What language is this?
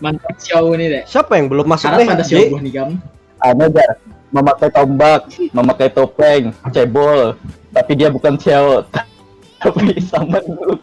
Banjar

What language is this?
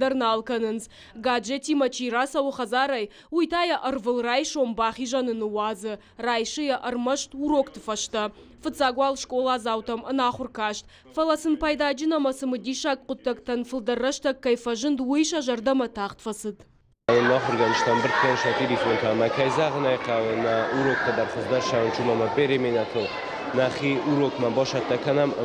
Ossetic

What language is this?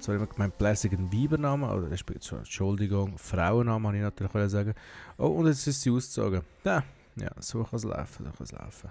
Swiss German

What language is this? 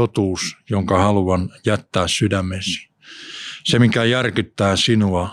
Finnish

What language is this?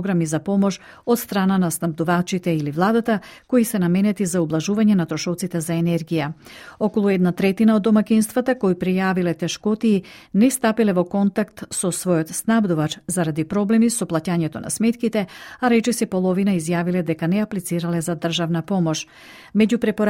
Macedonian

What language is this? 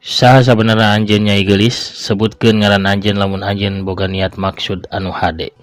Sundanese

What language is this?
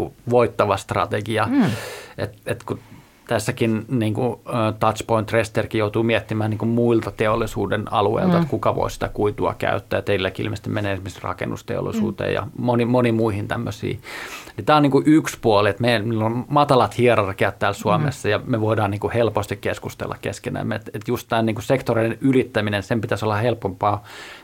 Finnish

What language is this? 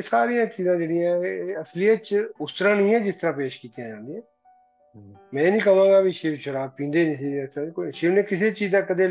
Punjabi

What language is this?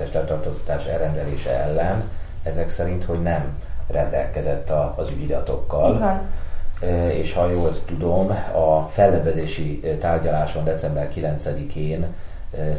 Hungarian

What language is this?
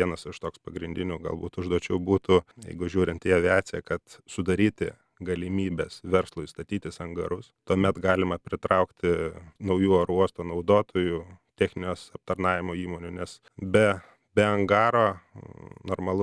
Lithuanian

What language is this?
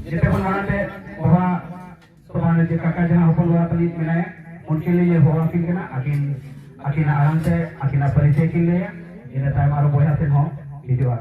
Santali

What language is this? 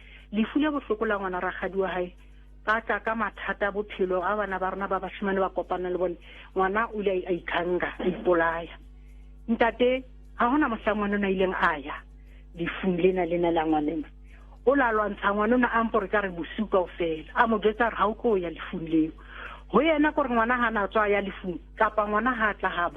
Southern Sotho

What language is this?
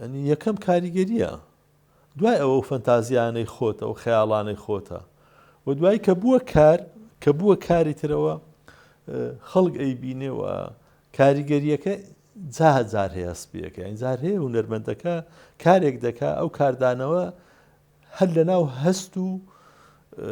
Central Kurdish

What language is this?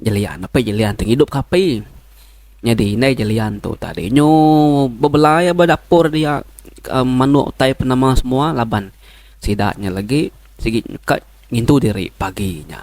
Iban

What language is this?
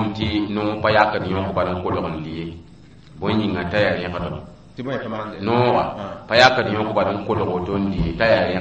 Mossi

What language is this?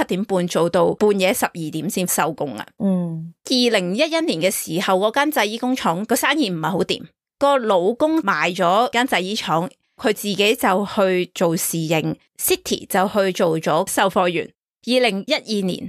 Cantonese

